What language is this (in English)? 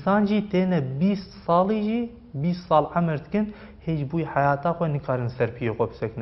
Kurdish